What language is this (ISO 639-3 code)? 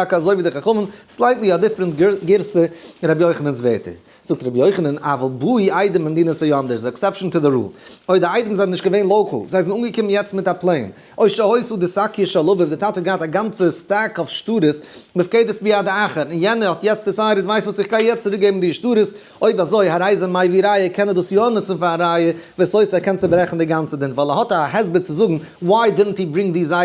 yid